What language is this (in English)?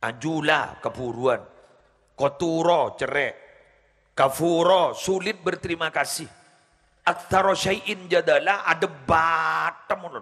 Madurese